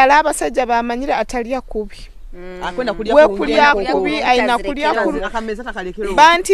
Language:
Nyoro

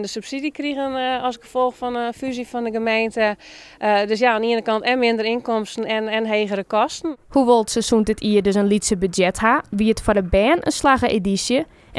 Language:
Western Frisian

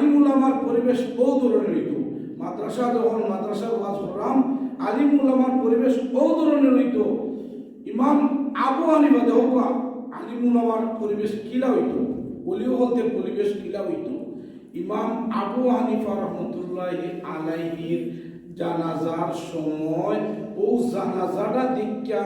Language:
Sylheti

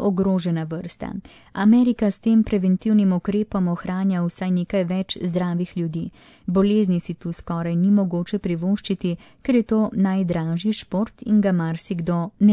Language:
Slovenian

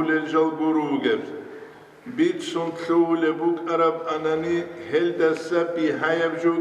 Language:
Avaric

